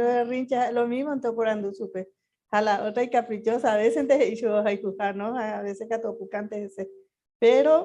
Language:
Guarani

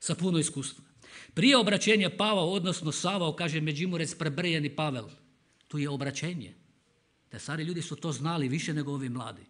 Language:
Croatian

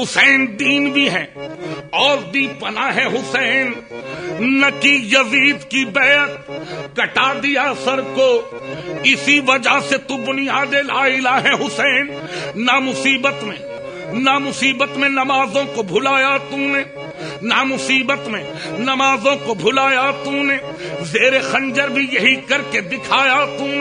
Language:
Urdu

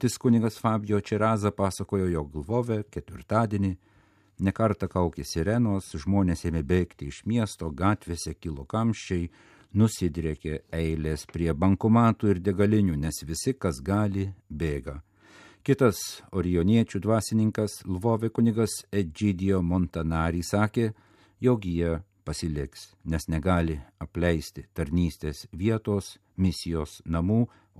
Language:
Lithuanian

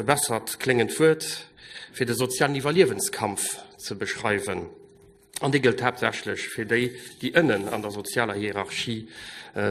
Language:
Luxembourgish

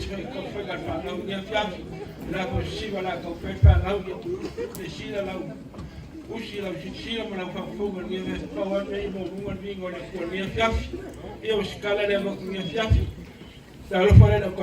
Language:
Samoan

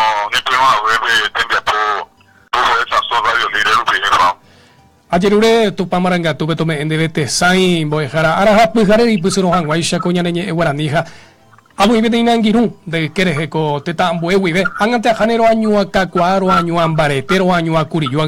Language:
Guarani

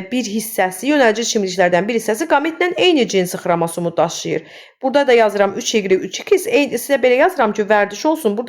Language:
Azerbaijani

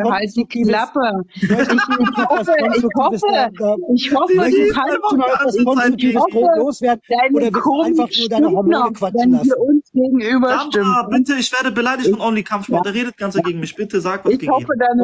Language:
German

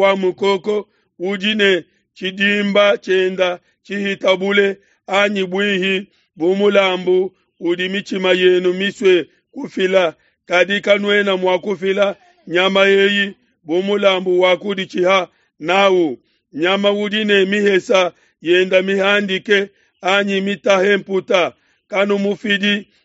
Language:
Luba-Lulua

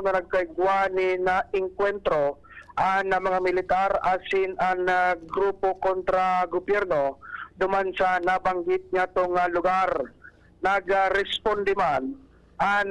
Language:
Bikol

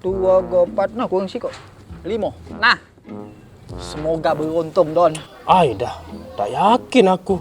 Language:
Musi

